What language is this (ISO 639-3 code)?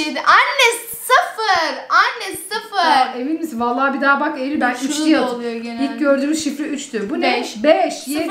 tur